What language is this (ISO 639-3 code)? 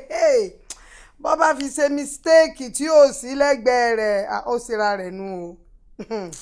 yor